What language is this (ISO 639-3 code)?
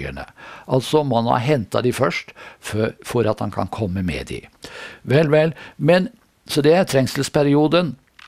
nor